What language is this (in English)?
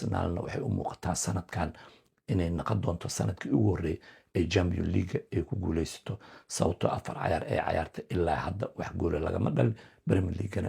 Somali